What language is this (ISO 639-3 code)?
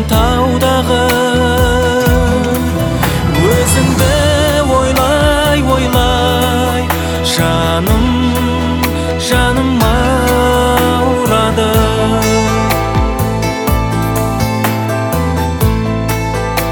kaz